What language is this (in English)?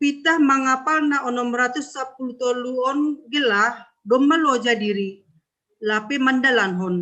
Batak Simalungun